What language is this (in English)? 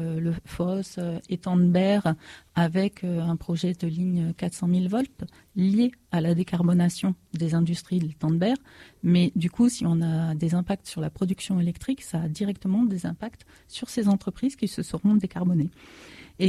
French